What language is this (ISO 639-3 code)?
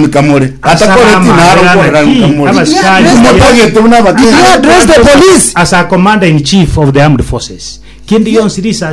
guz